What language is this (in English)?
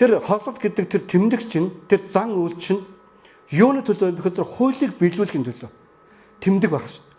Mongolian